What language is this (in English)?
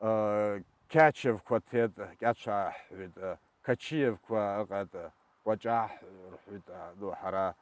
Abkhazian